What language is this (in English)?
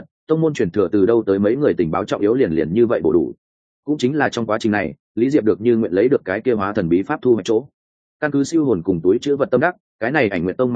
Vietnamese